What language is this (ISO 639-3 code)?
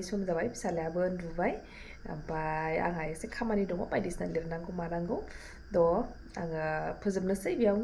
brx